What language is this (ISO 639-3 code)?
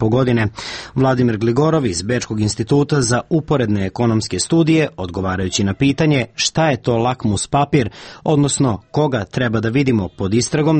srp